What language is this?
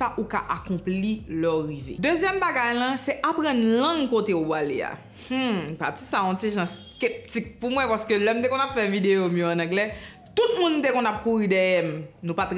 Haitian Creole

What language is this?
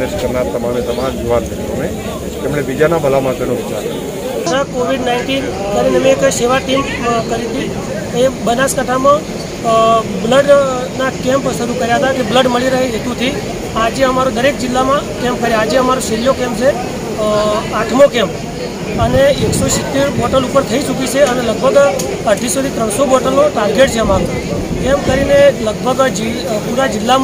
Gujarati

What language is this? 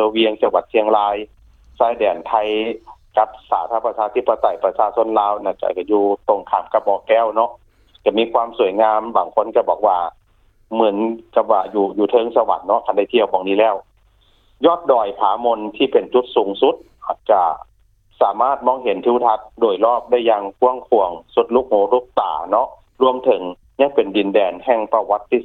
Lao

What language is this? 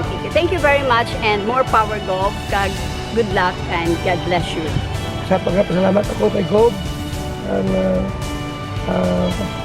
Kinaray-a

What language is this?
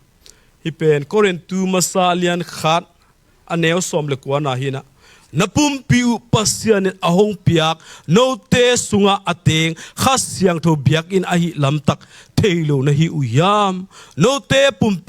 Tedim Chin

